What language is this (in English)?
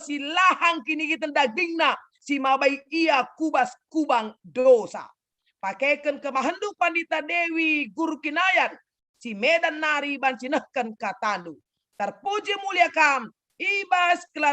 Batak Karo